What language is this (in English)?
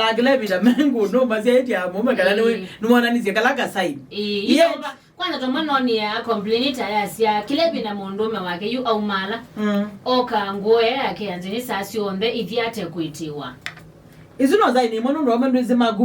Kamba